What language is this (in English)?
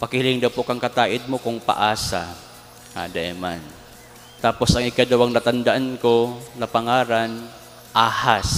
Bikol